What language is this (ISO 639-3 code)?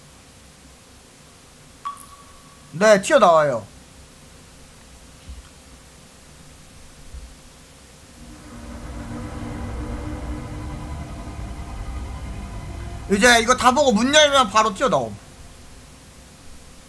kor